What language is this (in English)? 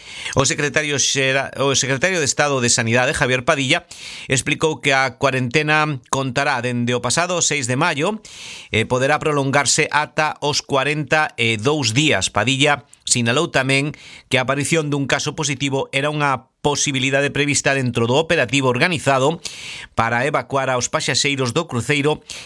Galician